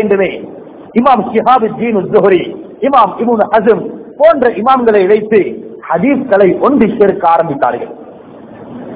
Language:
Tamil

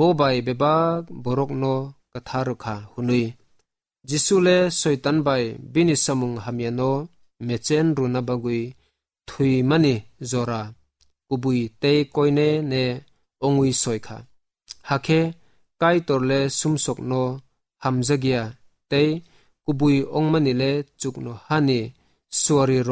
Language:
Kok Borok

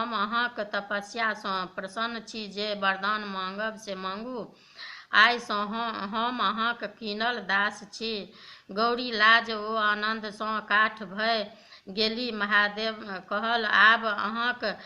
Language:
Maithili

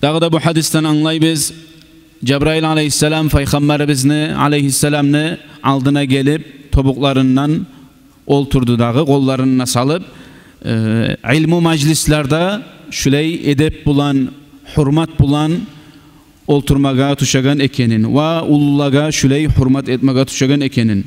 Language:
Kumyk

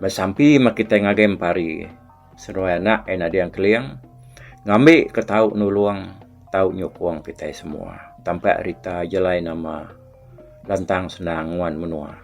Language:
Iban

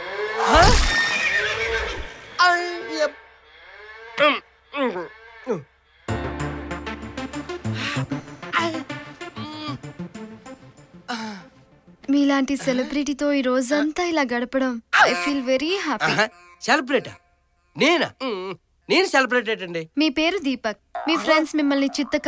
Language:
Telugu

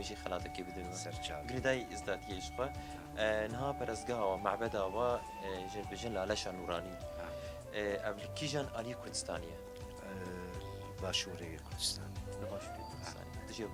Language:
Kurdish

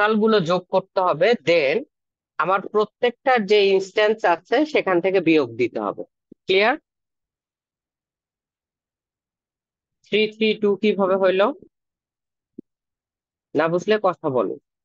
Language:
Bangla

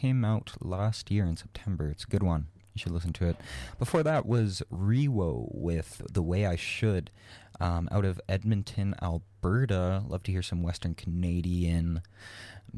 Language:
English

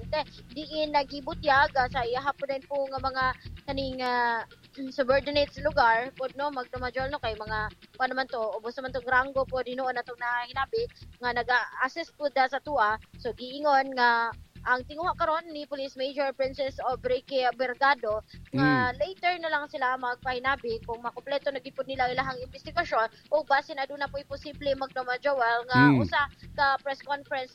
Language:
Cebuano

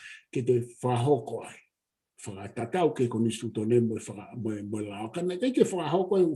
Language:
Tongan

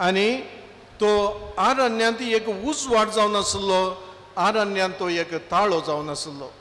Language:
Konkani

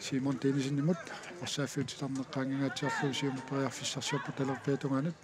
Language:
Kalaallisut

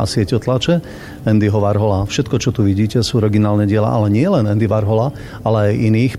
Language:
Slovak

